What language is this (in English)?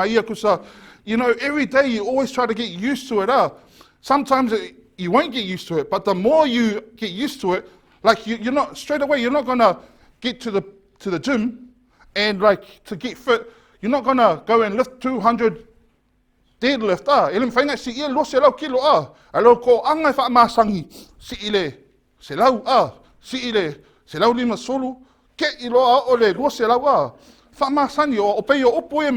Samoan